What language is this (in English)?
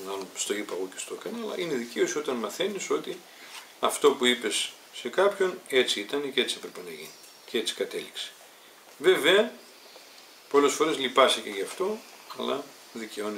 Greek